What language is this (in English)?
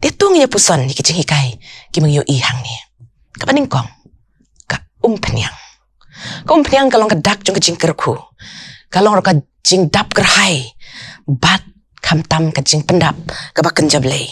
Khasi